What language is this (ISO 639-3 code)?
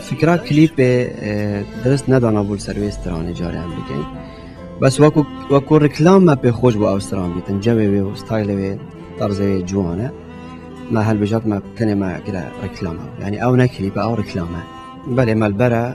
kur